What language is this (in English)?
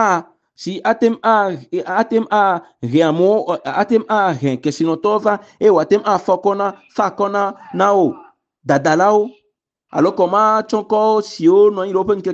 Ewe